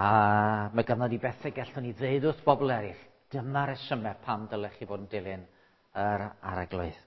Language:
Welsh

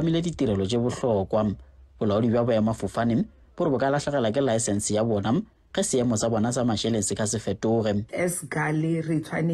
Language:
Tswana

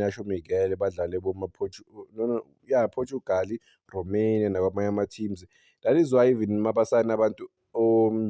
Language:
Zulu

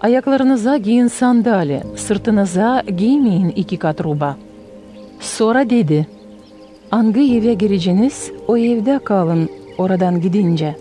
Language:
Gagauz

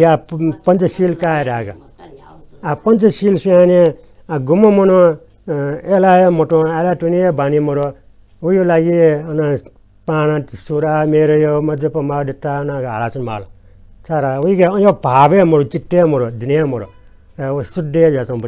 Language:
Newari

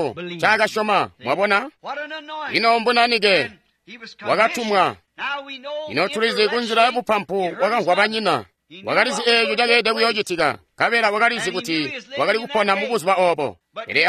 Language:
Tonga (Zambia)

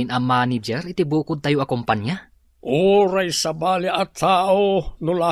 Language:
Iloko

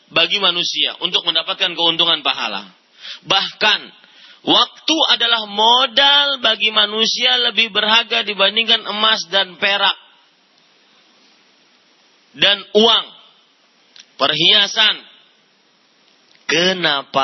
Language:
Indonesian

